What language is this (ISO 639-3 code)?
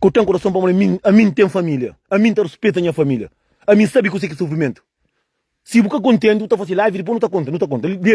kea